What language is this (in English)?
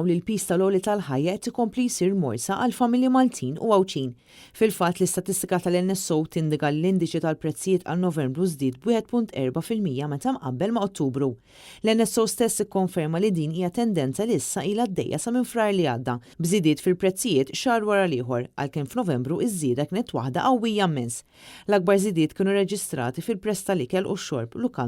Maltese